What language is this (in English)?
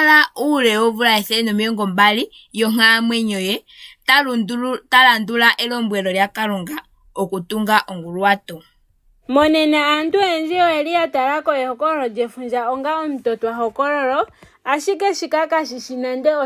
Ndonga